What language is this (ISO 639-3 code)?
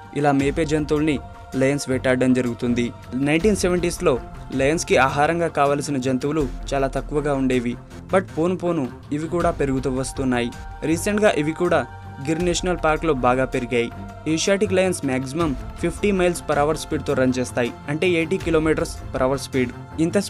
tel